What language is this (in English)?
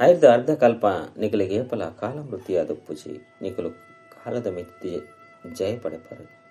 Tulu